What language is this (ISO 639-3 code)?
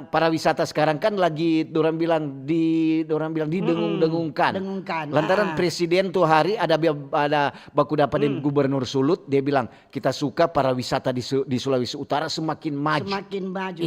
xmm